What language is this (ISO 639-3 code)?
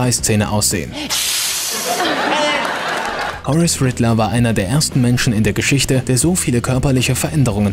deu